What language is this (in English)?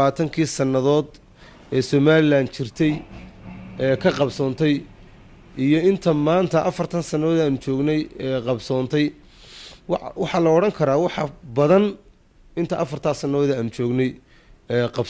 Somali